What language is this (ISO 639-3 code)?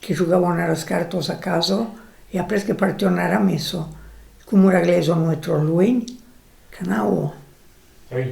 oci